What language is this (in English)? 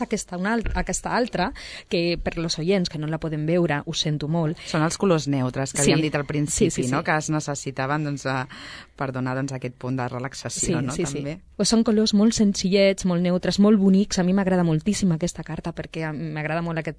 Catalan